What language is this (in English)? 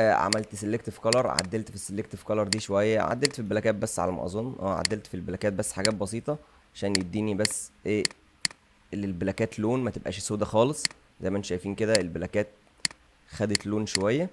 Egyptian Arabic